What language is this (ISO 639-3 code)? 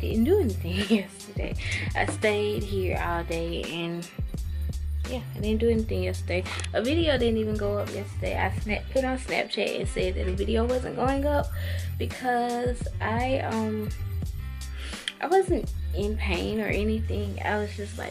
eng